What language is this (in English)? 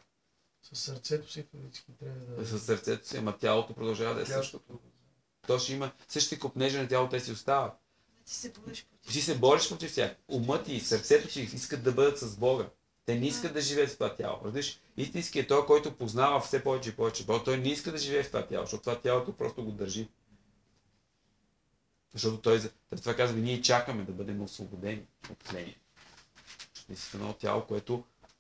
Bulgarian